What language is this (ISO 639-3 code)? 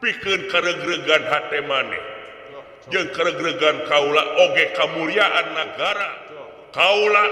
sun